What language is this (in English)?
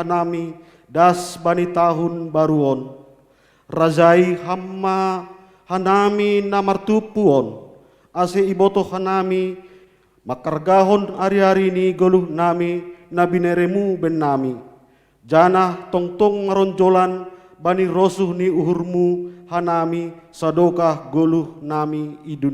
Batak Simalungun